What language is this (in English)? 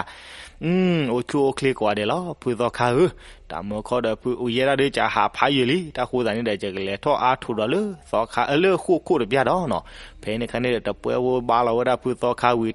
S'gaw Karen